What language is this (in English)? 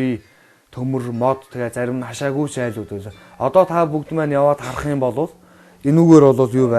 Mongolian